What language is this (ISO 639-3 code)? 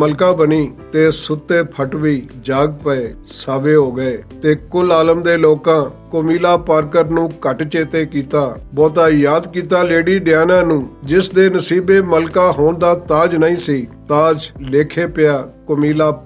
lah